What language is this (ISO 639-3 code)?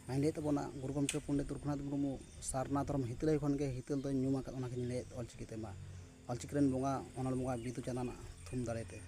sat